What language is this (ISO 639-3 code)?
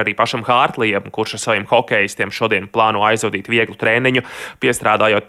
lav